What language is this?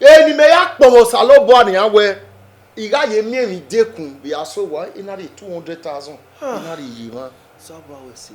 Bini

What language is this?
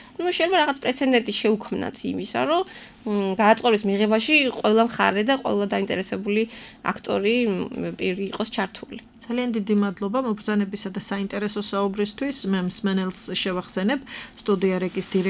Georgian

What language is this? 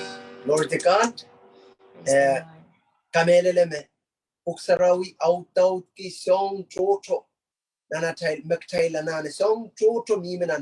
Pohnpeian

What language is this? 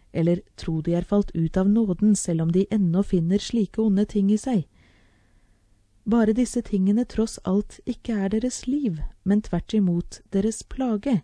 Norwegian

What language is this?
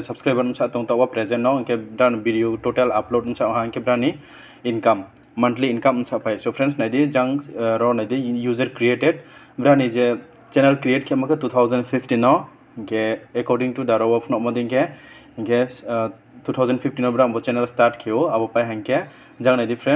Riang (India)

